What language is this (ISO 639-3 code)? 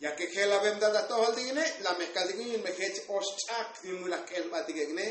tzo